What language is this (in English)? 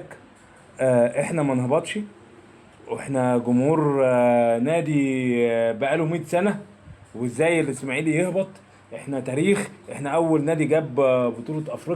Egyptian Arabic